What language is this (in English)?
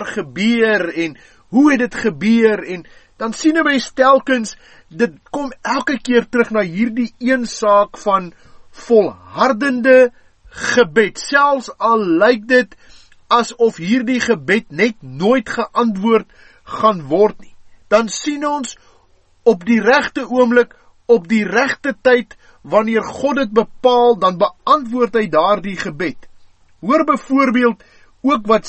Afrikaans